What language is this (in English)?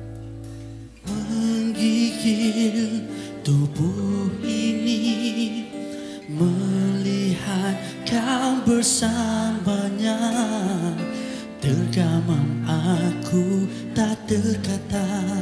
Malay